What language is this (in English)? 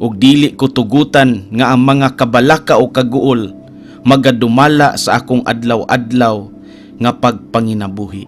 Cebuano